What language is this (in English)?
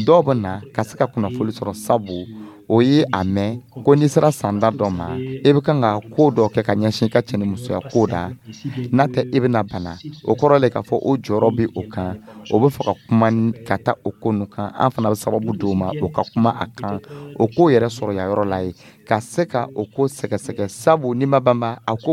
Dyula